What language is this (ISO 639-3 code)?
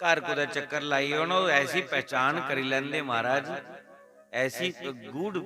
doi